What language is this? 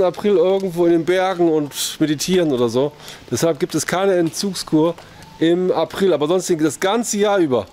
German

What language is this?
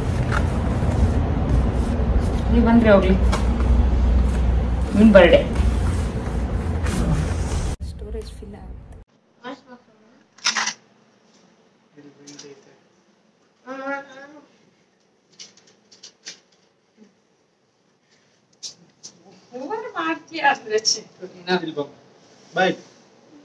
Kannada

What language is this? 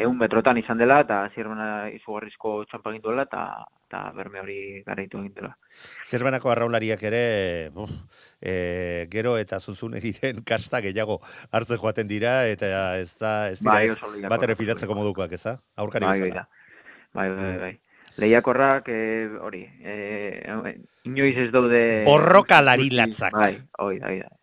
Basque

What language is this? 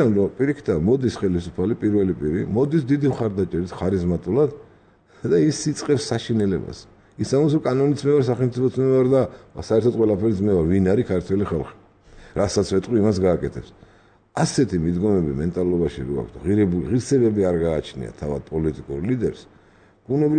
Georgian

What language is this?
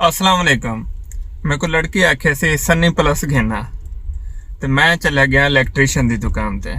Saraiki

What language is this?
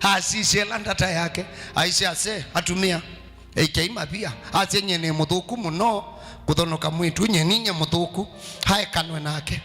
Kamba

